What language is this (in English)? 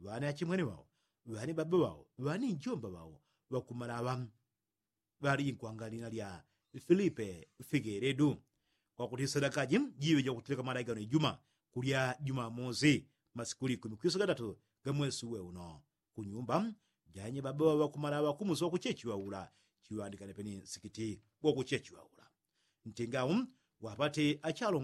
Yao